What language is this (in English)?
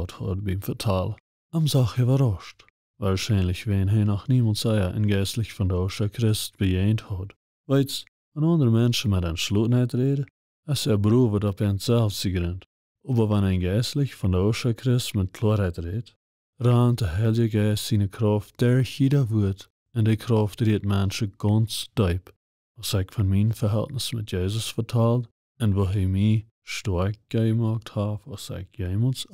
Plautdietsch